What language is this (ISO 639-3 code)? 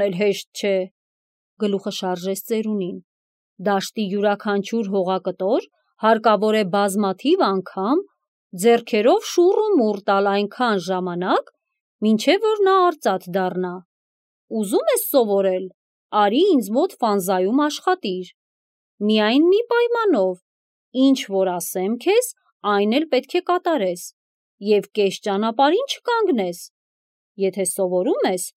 hye